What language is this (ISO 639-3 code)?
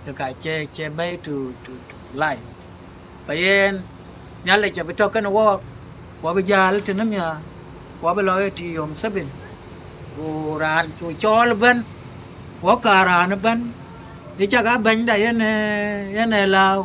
din